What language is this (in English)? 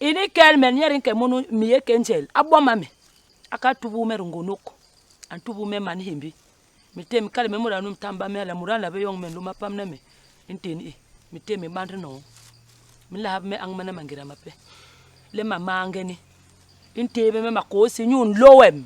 Basaa